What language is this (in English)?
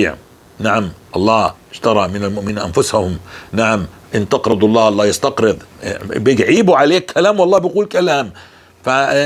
North Levantine Arabic